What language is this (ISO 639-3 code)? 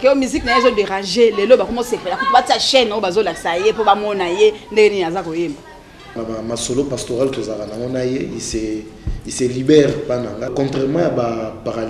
lin